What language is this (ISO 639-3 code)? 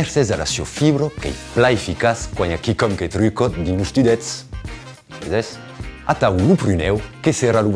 oci